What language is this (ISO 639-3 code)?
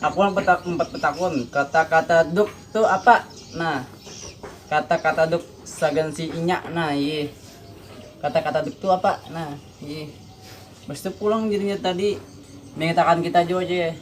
bjn